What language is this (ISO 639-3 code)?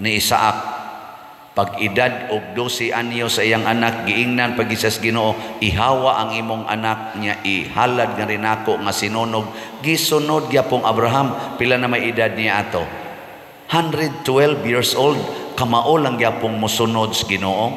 ceb